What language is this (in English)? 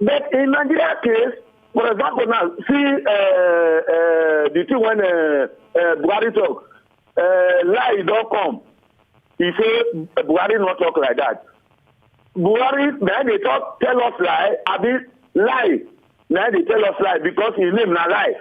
Nigerian Pidgin